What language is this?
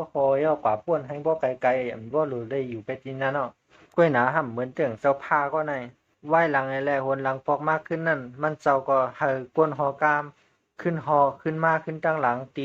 Shan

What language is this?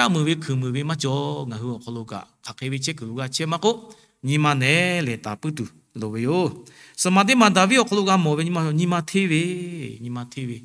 Lahu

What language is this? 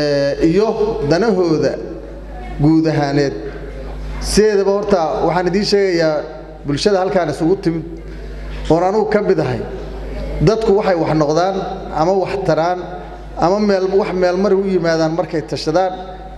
Somali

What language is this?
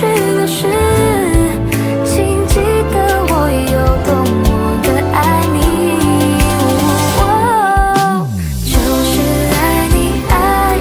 Chinese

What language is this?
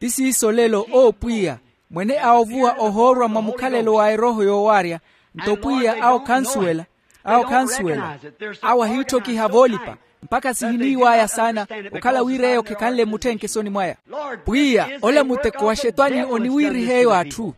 Makhuwa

